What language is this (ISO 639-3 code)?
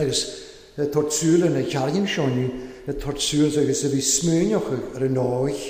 cym